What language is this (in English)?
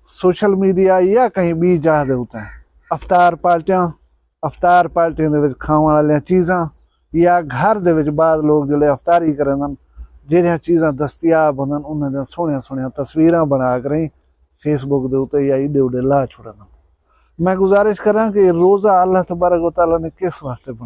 Saraiki